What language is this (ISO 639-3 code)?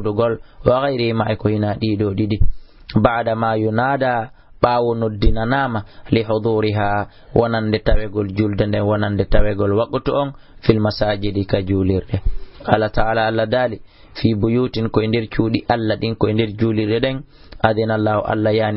ful